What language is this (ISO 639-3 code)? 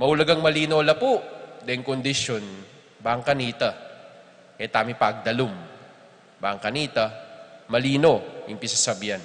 pam